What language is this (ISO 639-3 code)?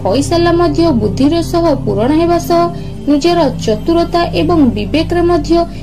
ori